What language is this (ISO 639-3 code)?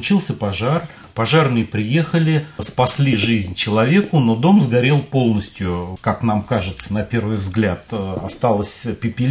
rus